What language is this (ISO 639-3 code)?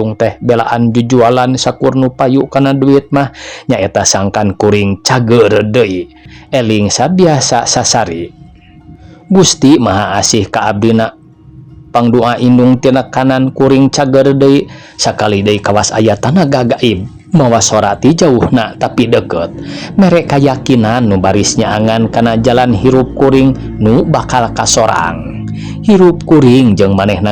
sun